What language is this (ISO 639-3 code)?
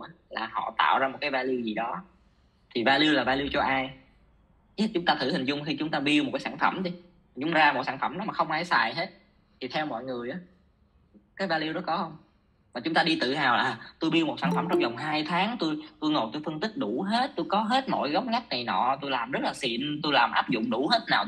vie